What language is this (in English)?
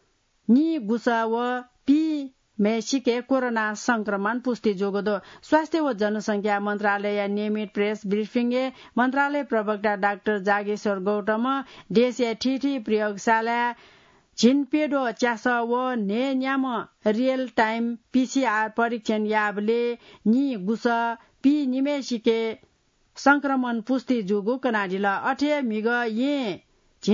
Newari